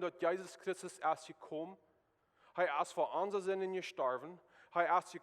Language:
Plautdietsch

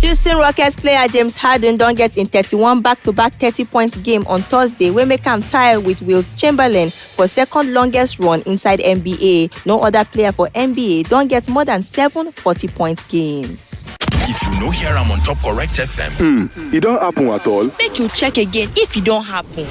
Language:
Nigerian Pidgin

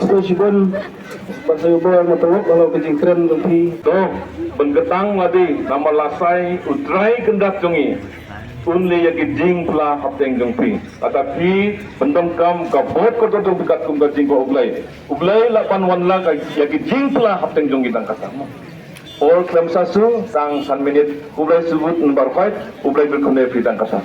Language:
Khasi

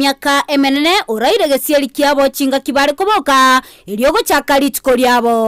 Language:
Gusii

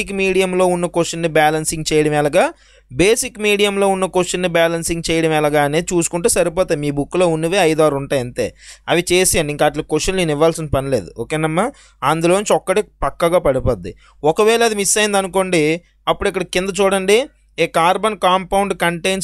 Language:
Telugu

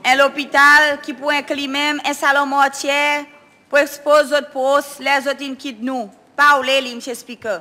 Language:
Seselwa Creole French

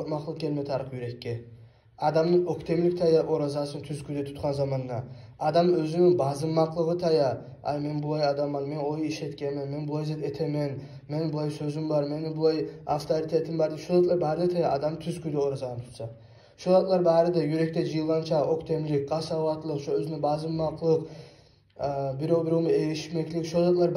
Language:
Kumyk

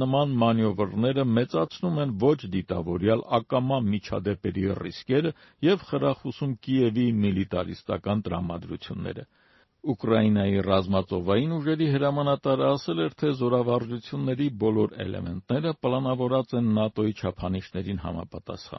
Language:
Armenian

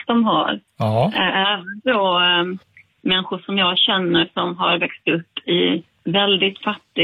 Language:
Swedish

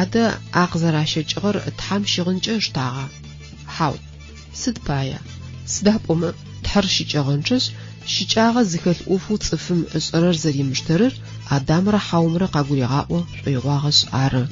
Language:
Adyghe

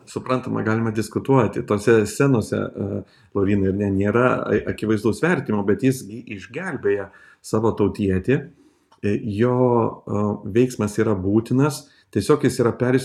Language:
Lithuanian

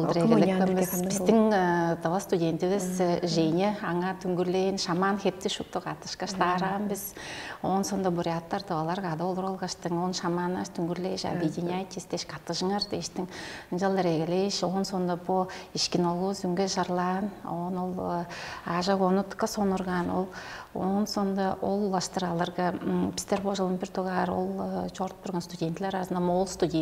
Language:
Tuvinian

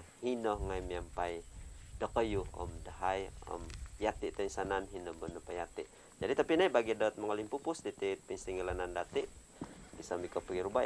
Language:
Central Dusun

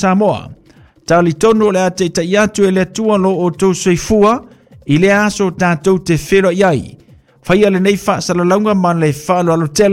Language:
Samoan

